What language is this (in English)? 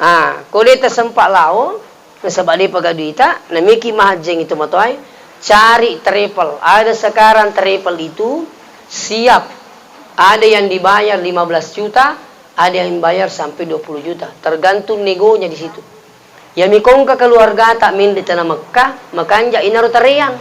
Buginese